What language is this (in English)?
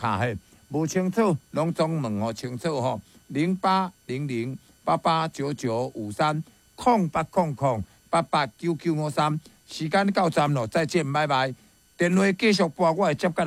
Min Nan Chinese